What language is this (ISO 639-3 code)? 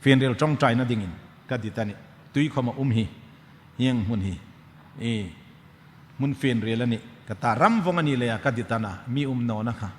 hmr